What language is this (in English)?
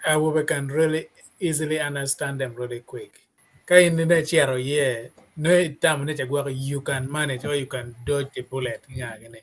Acoli